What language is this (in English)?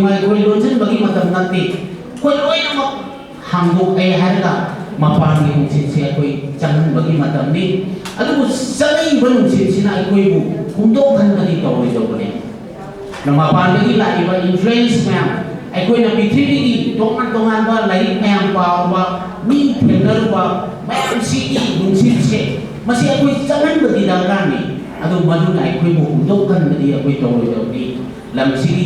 Manipuri